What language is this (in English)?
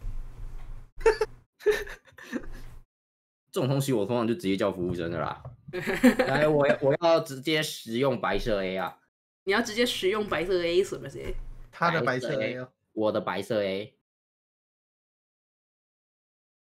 Chinese